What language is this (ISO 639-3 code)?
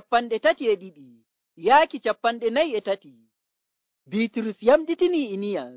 fuv